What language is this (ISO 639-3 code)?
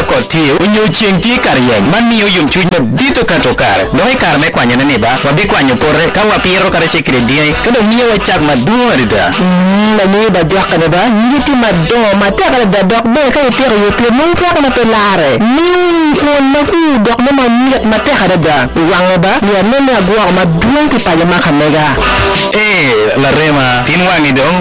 ach